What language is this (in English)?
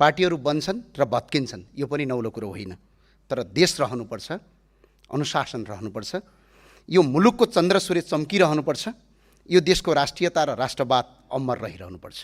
Nepali